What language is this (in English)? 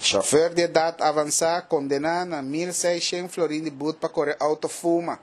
Papiamento